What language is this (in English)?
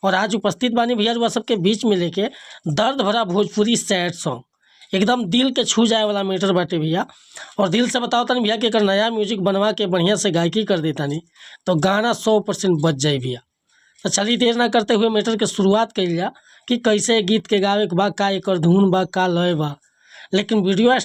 Bhojpuri